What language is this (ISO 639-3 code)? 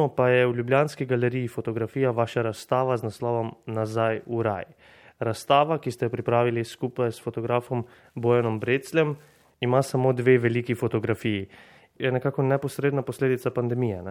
slv